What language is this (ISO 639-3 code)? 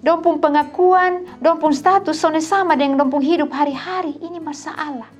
mkn